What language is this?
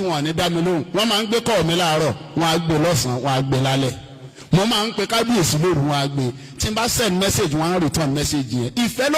Yoruba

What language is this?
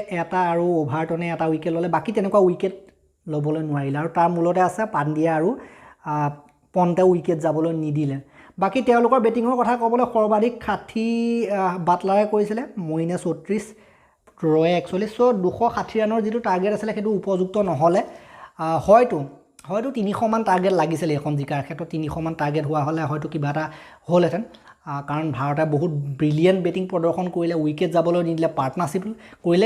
Assamese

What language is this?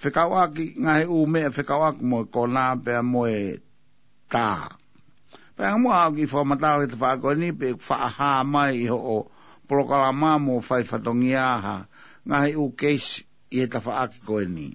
Tongan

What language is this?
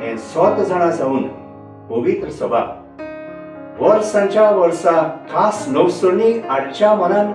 Konkani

